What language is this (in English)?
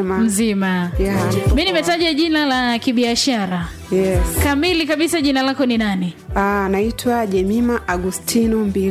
Swahili